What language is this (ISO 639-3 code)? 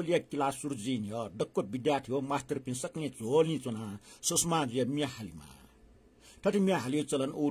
new